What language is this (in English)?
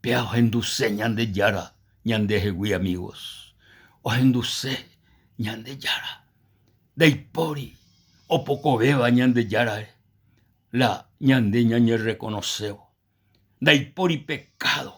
Guarani